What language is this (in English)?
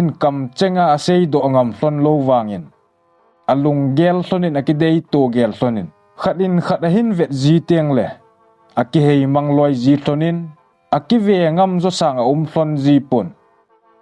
Thado Chin